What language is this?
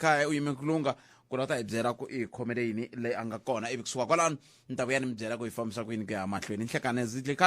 Tsonga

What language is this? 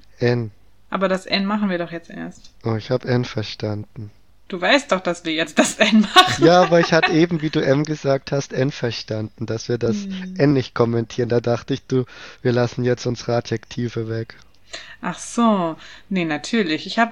German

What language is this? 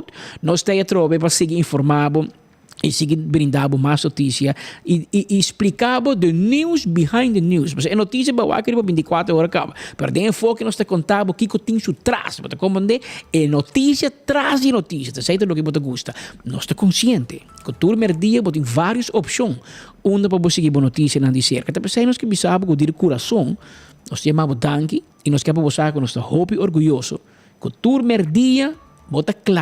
Papiamento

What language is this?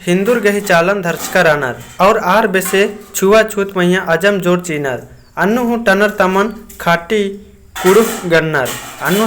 Kurukh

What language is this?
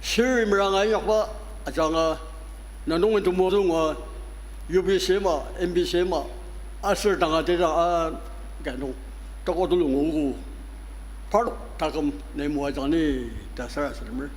Ao Naga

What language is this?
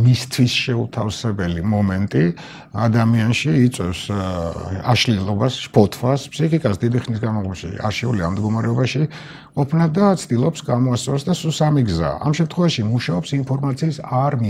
Georgian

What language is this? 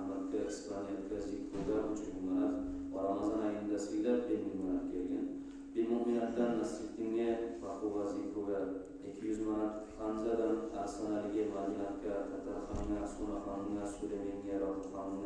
Kumyk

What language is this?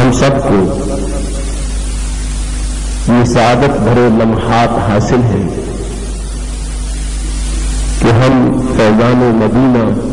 Urdu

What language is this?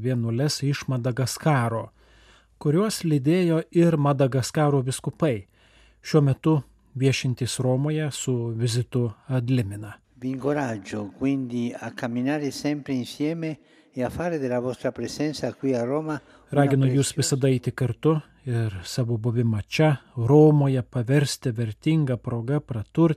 Lithuanian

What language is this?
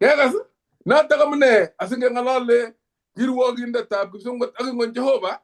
Kalenjin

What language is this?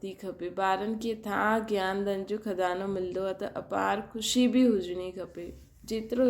Sindhi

